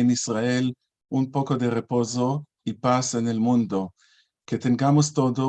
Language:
Ladino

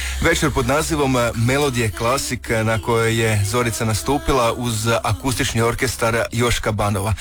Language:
Croatian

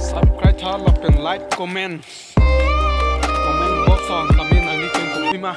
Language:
Karbi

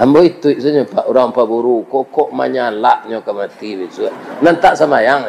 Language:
Minangkabau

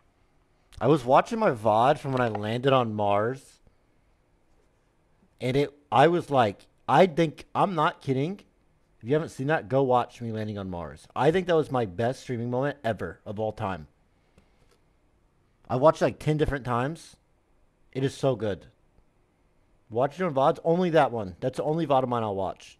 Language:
English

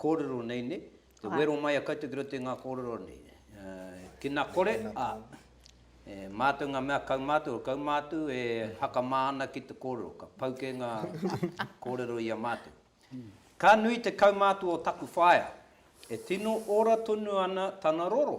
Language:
Māori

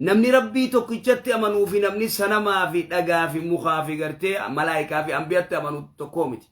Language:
Oromo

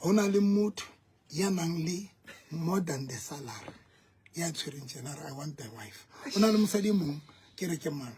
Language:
Southern Sotho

